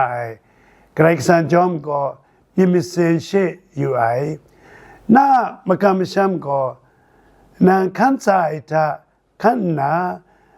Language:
Kachin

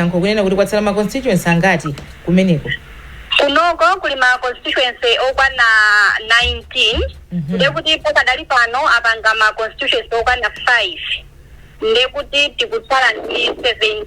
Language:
Nyanja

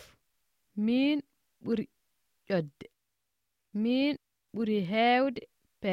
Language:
Slovenian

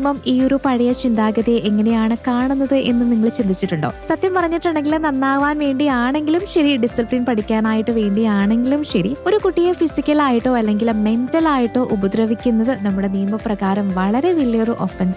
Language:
Malayalam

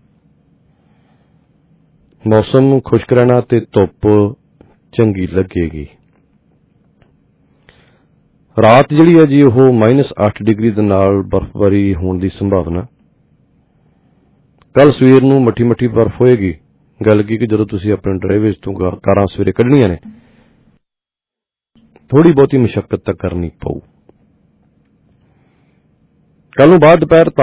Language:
Punjabi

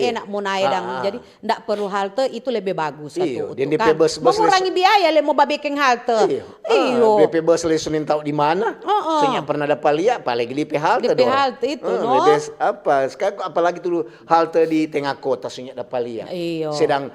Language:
Manado Malay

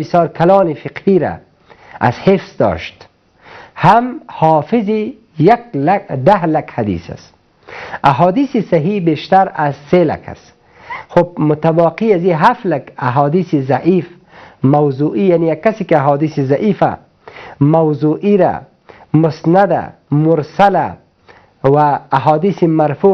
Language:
Persian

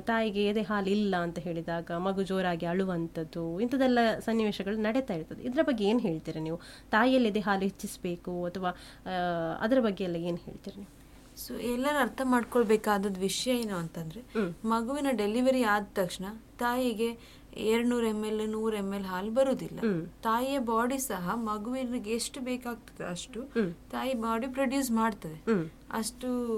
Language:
Kannada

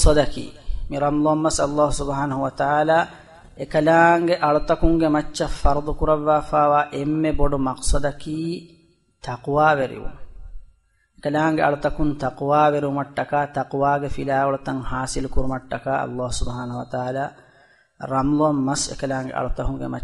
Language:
Divehi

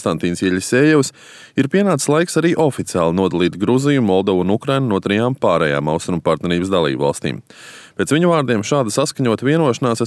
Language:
Latvian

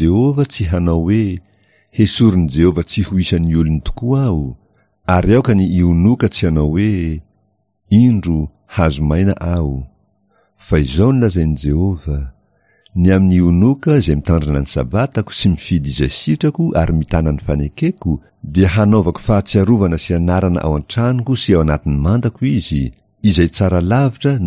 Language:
Malagasy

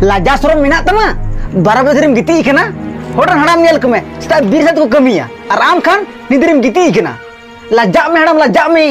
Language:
Santali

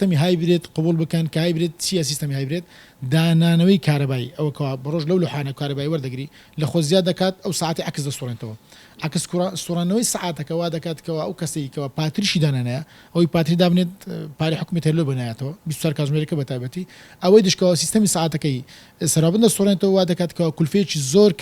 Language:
Central Kurdish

